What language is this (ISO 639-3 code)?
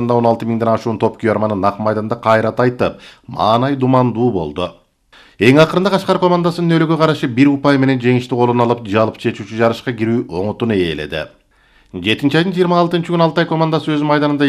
kir